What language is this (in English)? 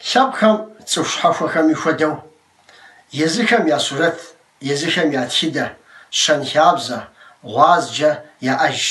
Kabardian